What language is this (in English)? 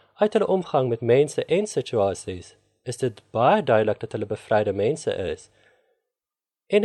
Afrikaans